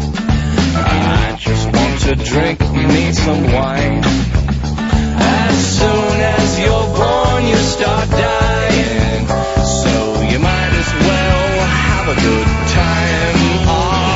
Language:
English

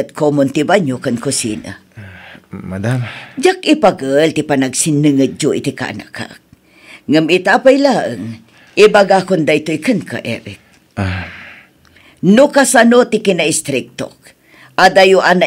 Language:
Iloko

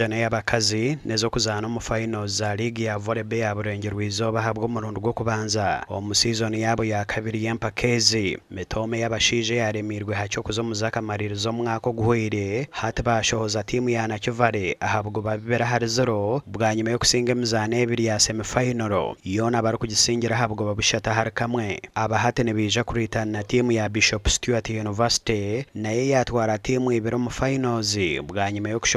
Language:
Nyankole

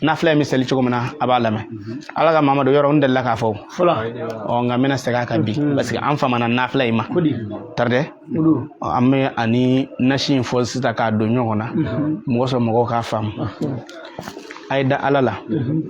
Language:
Bambara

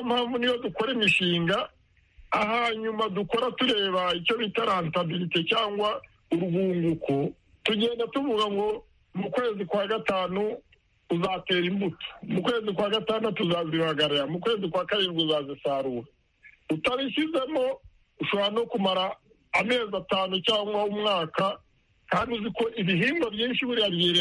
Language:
Kinyarwanda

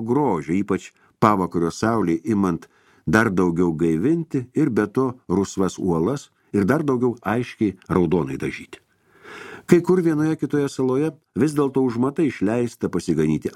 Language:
Lithuanian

